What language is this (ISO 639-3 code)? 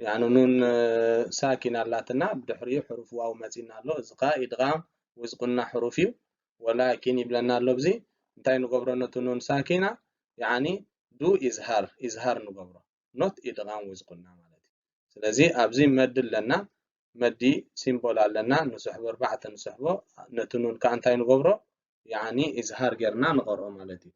tir